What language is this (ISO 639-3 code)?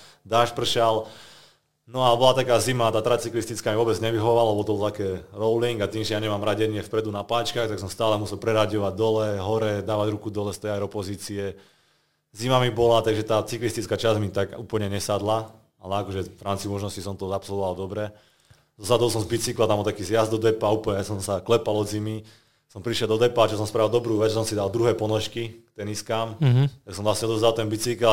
slk